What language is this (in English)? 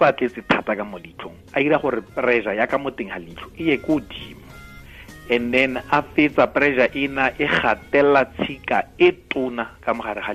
Tswana